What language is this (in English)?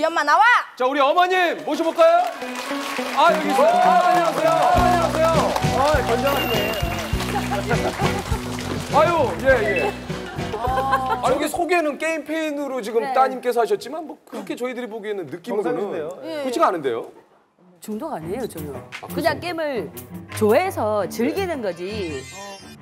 Korean